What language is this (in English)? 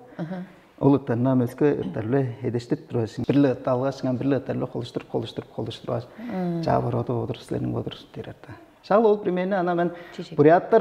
Tuvinian